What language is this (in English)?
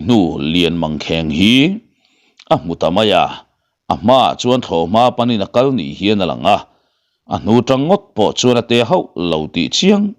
Mizo